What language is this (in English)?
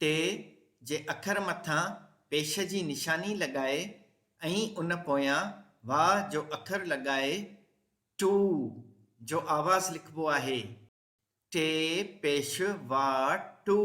Sindhi